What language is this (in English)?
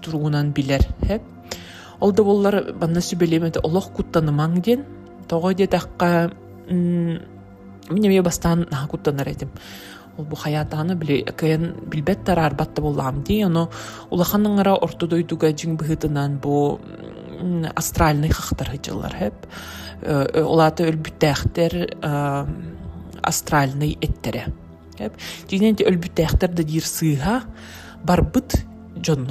Yakut